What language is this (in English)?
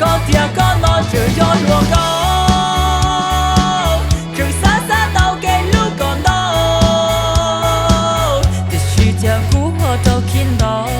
Hmong